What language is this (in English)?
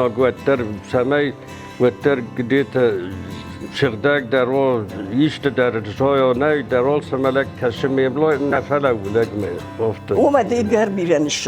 Ossetic